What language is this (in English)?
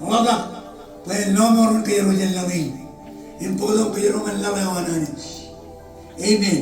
Marshallese